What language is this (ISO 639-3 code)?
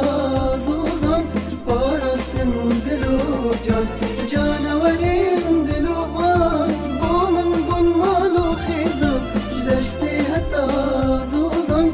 kur